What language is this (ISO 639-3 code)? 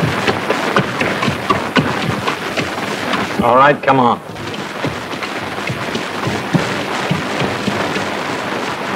rus